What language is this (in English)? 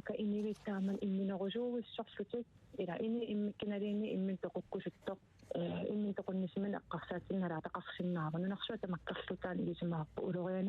Kalaallisut